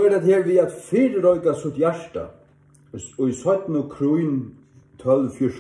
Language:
Faroese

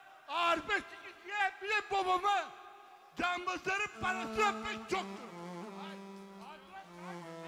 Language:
Turkish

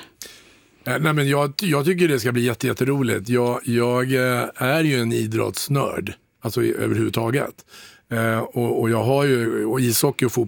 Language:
Swedish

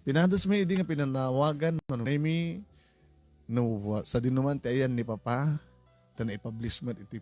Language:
Iloko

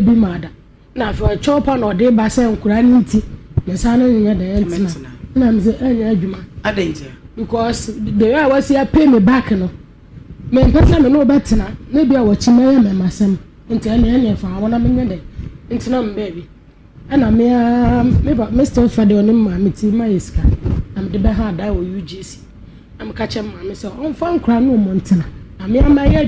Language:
Akan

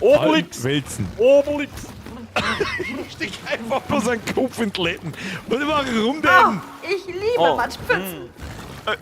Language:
Bavarian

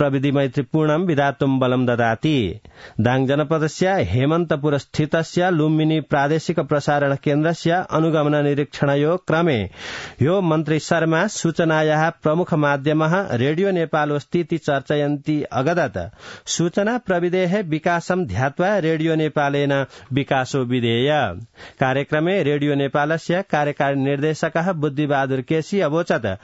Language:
Sanskrit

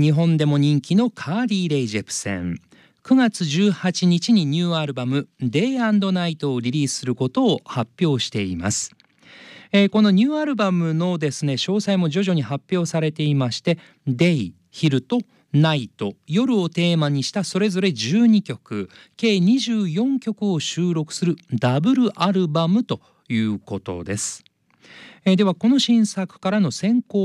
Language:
Japanese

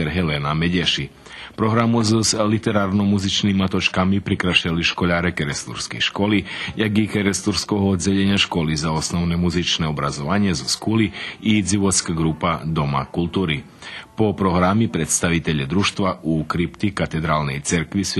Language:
Rusyn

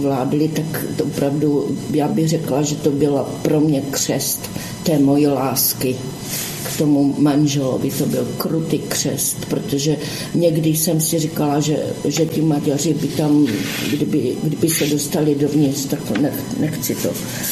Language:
Czech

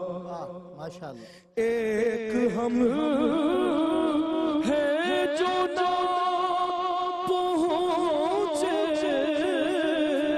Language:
Urdu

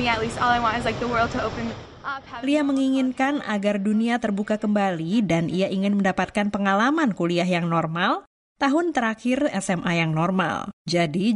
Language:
Indonesian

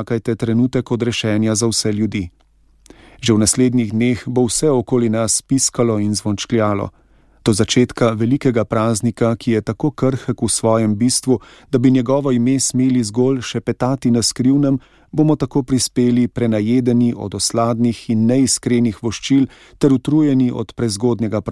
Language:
Slovenian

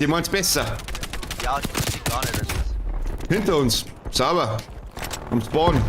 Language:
Bavarian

